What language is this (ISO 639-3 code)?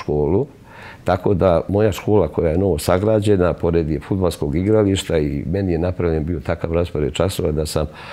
srp